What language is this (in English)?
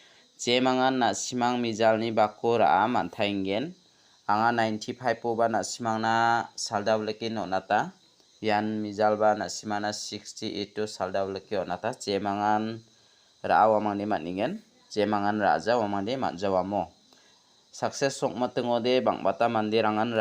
Garo